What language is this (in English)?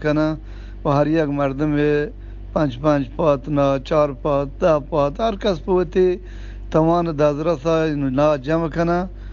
Eastern Balochi